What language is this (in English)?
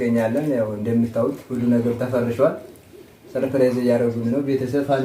Amharic